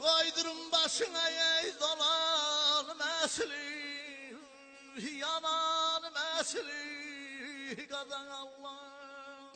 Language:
South Azerbaijani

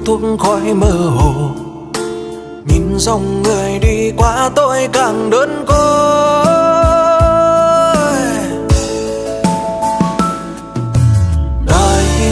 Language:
Vietnamese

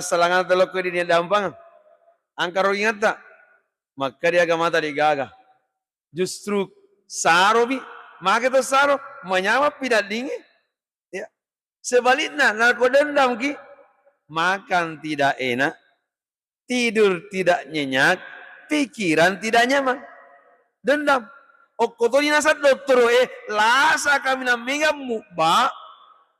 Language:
Buginese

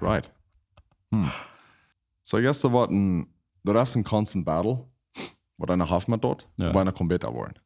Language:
Plautdietsch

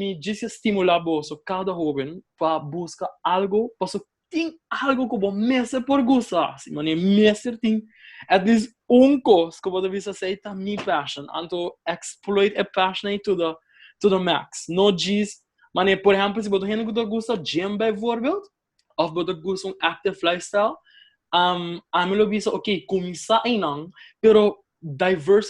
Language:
Papiamento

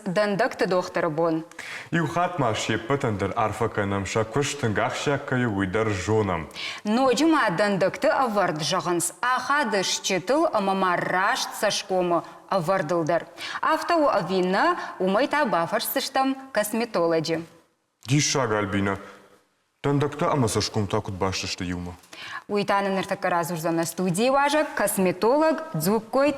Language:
Ossetic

